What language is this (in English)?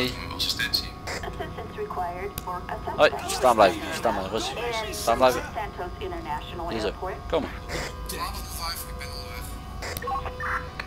Dutch